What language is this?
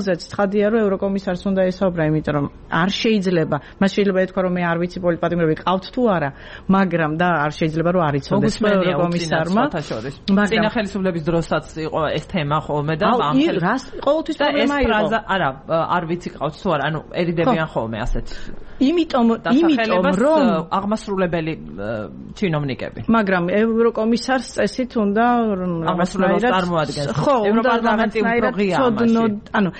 Georgian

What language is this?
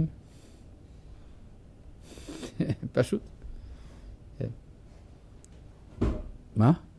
Hebrew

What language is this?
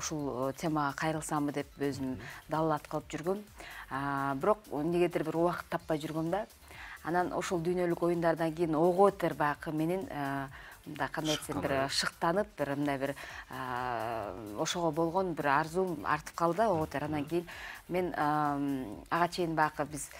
Kyrgyz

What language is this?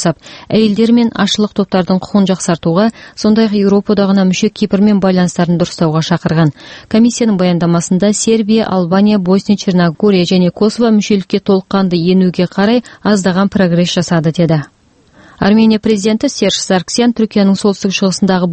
Kazakh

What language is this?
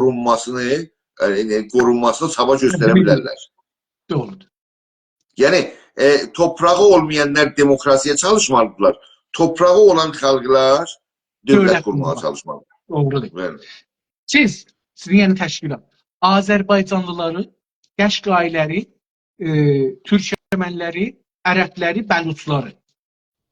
South Azerbaijani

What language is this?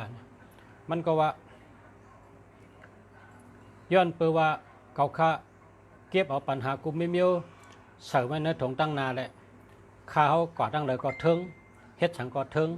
Shan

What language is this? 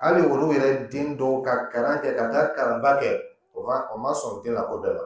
Dyula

